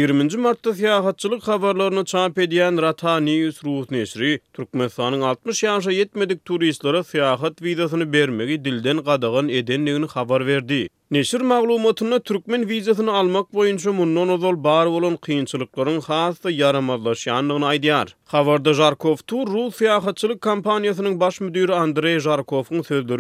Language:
Turkmen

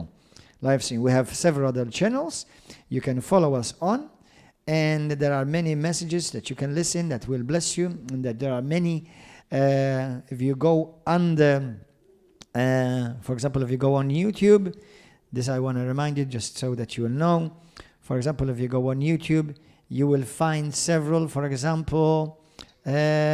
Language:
English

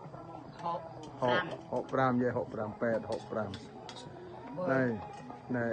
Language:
Khmer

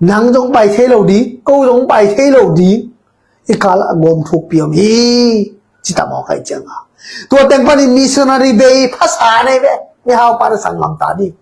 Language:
Tedim Chin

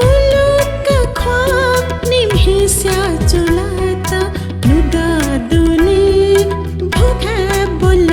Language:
Newari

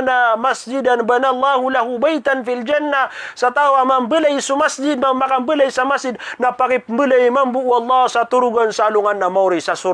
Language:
Maranao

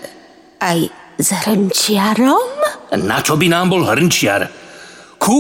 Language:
Slovak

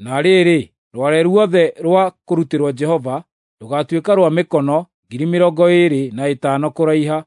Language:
Kikuyu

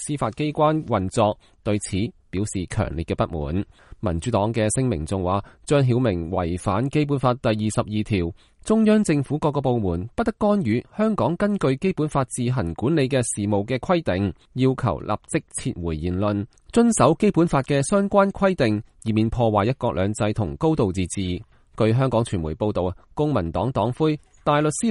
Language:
Cantonese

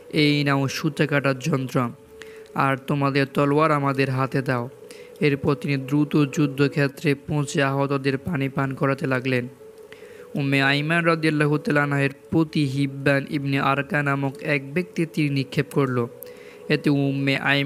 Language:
Bangla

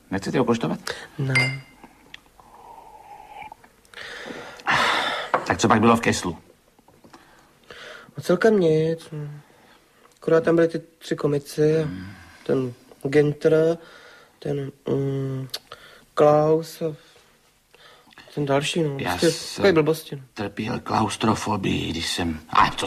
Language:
Czech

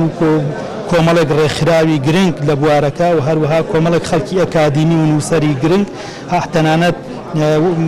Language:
Central Kurdish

